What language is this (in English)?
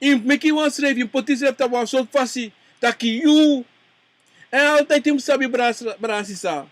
Sranan Tongo